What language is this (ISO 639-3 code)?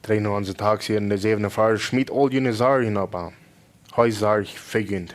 pdt